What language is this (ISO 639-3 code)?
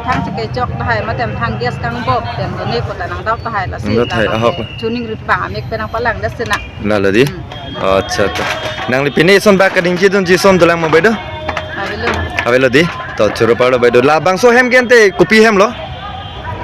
mjw